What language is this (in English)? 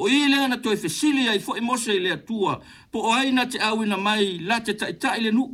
Samoan